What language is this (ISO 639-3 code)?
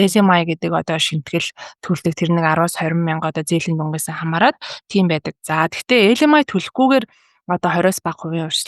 mon